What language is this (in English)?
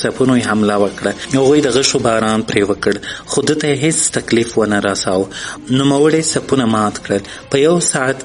Pashto